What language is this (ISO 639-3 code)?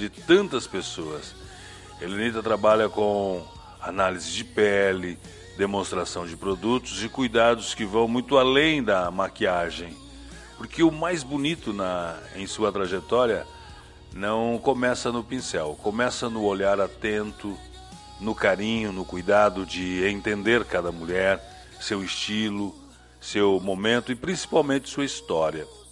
por